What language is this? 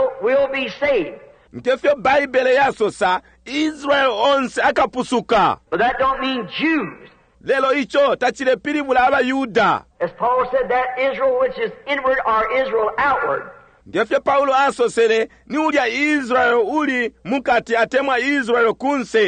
Bemba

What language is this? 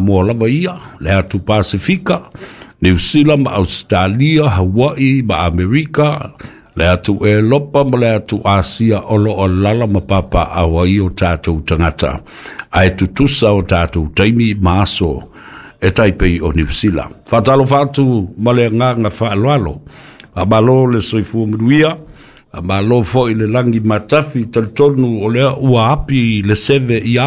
Samoan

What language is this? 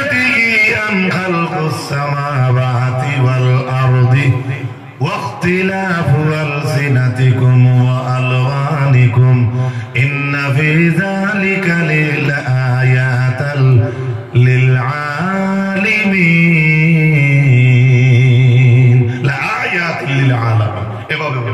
Sylheti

